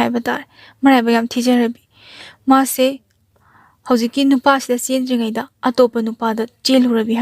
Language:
Manipuri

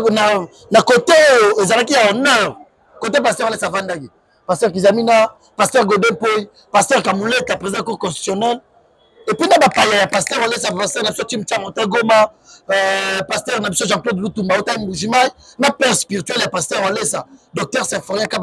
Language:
Lingala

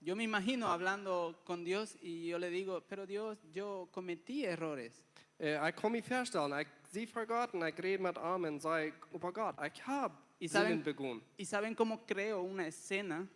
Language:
Plautdietsch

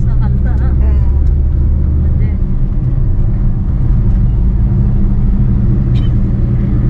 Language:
Marathi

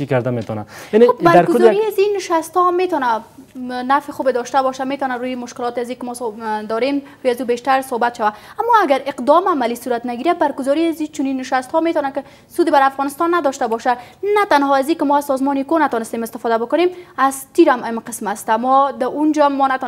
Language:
Persian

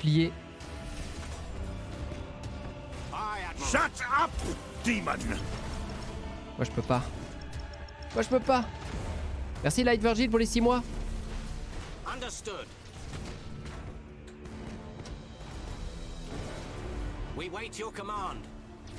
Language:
French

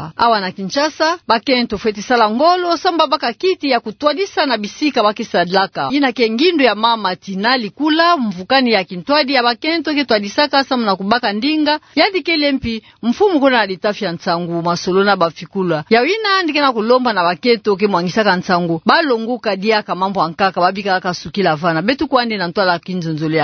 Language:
Kituba (Democratic Republic of Congo)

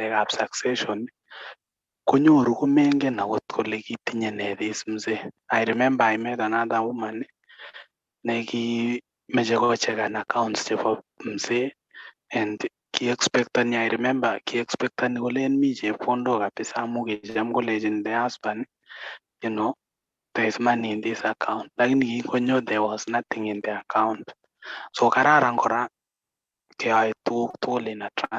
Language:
Kalenjin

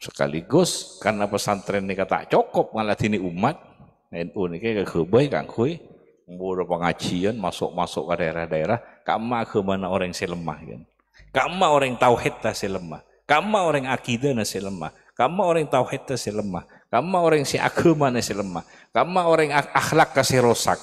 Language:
Madurese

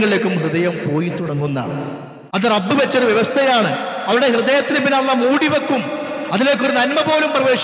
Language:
Malayalam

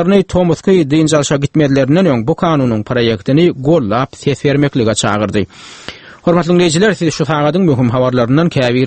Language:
Turkmen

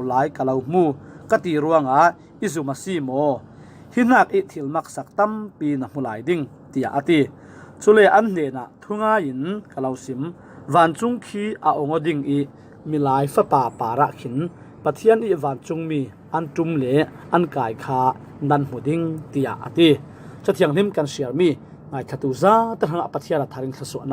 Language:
Falam Chin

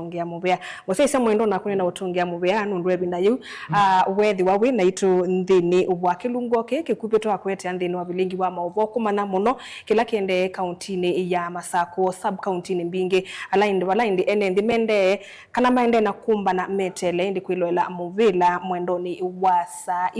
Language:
Kamba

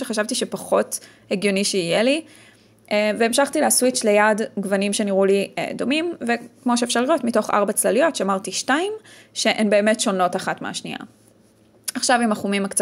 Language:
Hebrew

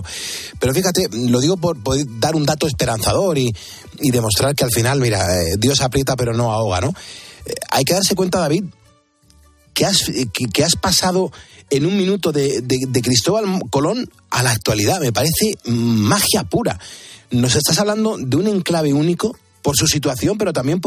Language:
Spanish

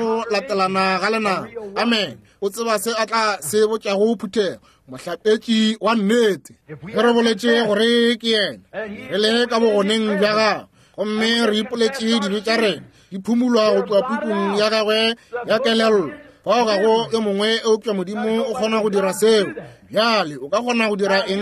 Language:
Northern Sotho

